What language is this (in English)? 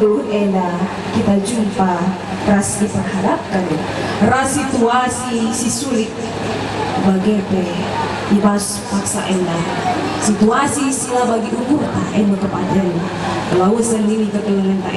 Batak Karo